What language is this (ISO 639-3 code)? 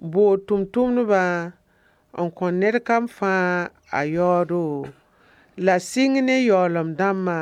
mos